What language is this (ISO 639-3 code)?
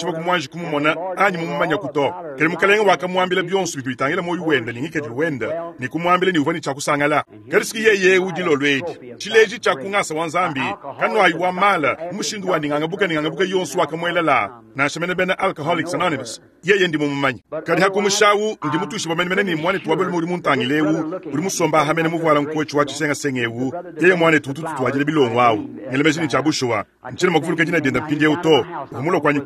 lua